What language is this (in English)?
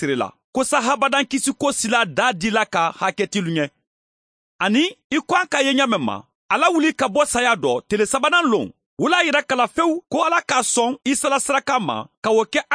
Mandingo